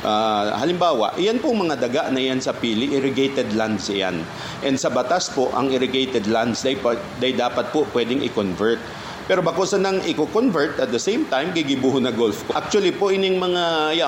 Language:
Bikol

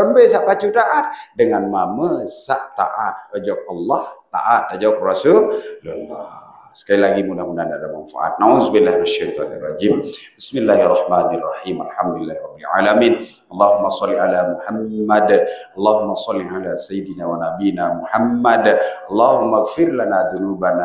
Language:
Sasak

